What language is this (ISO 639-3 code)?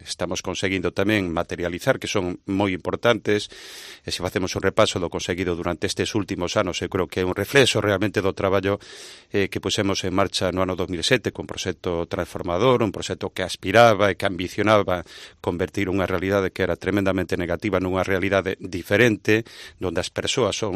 glg